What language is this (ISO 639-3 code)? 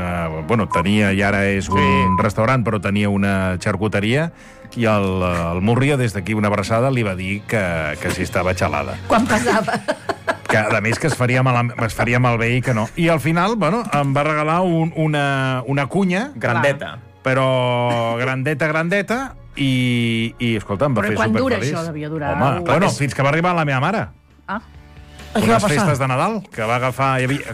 cat